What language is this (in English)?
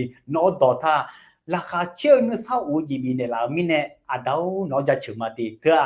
Akha